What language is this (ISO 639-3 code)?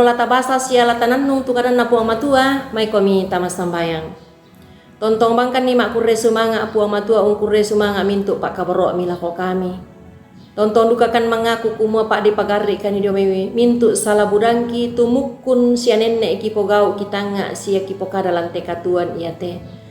sda